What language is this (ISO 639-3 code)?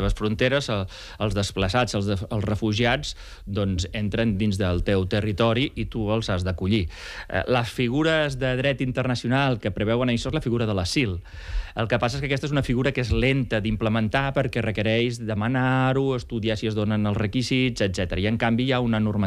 cat